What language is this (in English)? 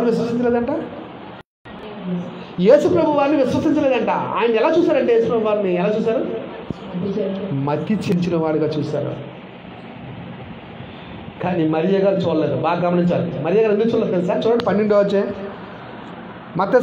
Telugu